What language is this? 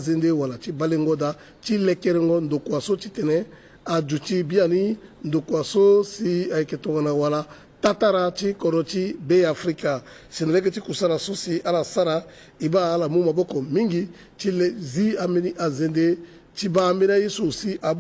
Sango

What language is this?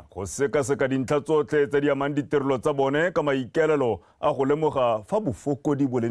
Tswana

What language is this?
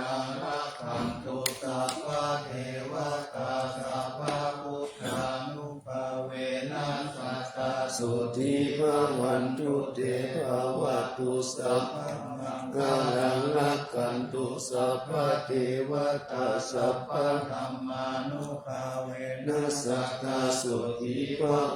Pali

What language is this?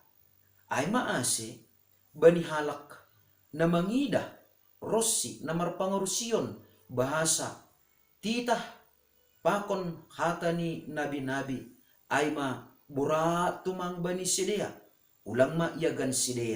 Batak Simalungun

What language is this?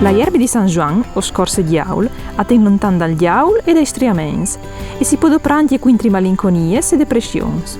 Friulian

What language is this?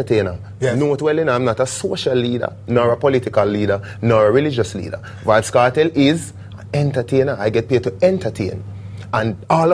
Jamaican Creole English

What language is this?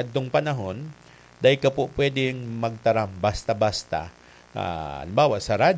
Bikol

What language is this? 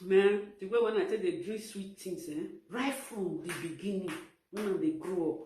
Nigerian Pidgin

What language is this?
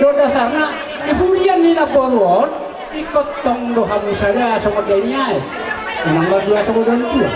Batak Toba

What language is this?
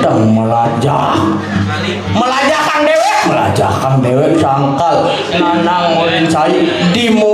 Balinese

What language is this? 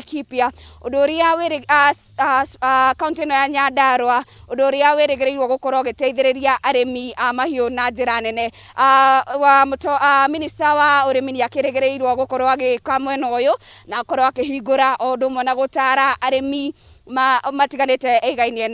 Kikuyu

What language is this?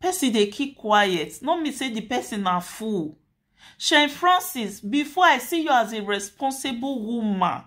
Nigerian Pidgin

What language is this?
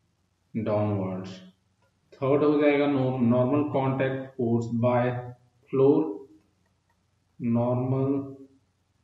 Hindi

